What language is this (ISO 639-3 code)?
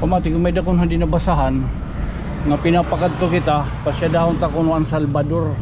war